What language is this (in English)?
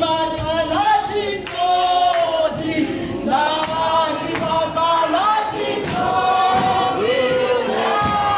Tswana